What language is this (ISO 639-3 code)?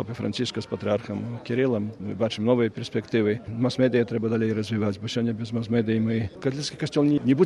bel